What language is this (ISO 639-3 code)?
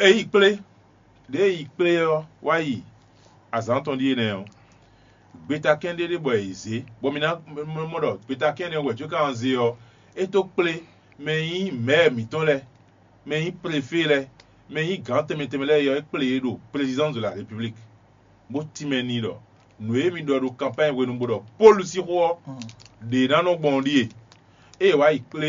fon